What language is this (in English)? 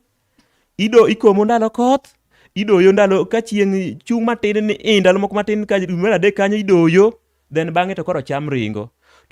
Luo (Kenya and Tanzania)